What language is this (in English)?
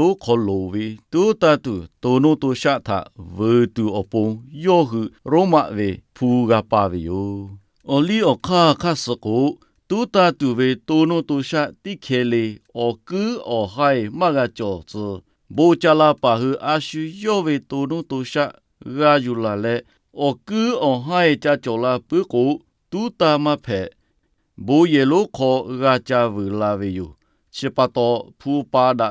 Lahu